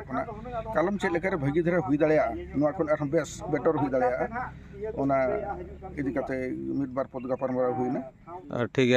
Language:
Santali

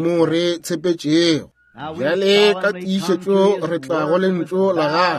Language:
Northern Sotho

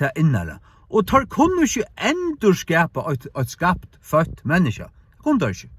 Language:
Faroese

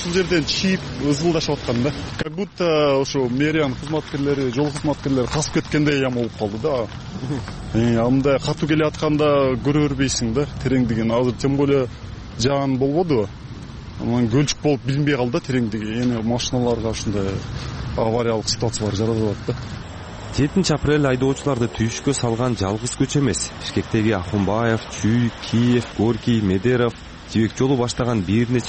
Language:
Kyrgyz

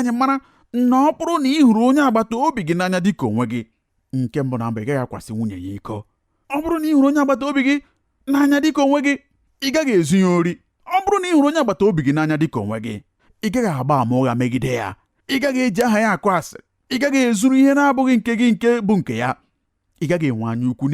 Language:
Igbo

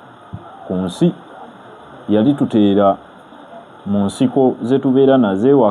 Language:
Ganda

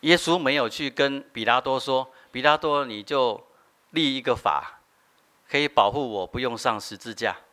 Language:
Min Nan Chinese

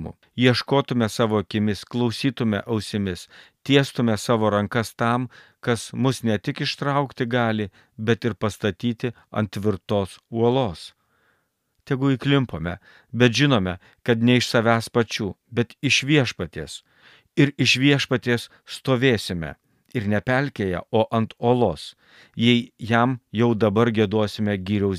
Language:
Lithuanian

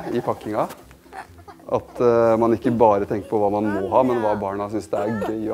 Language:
Norwegian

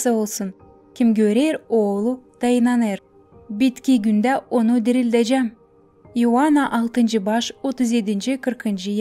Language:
Gagauz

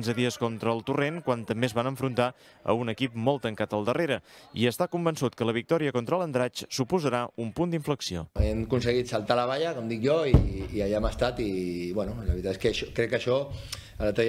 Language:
Catalan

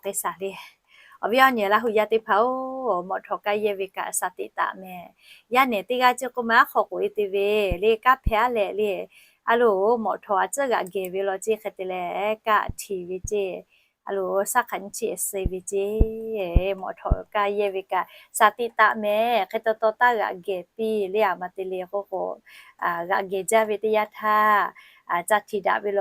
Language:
Lahu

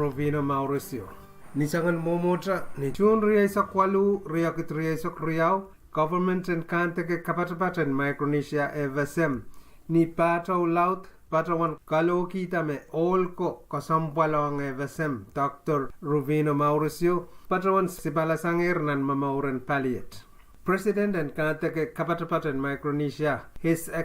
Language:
Pohnpeian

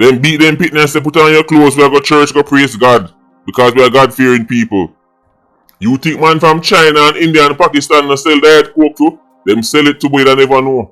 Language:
Jamaican Creole English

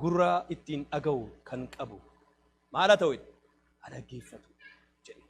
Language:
Oromo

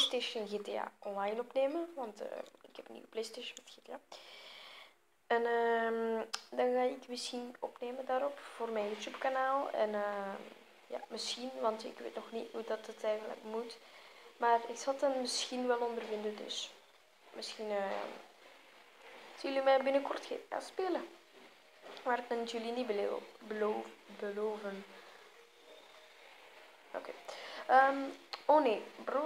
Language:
Dutch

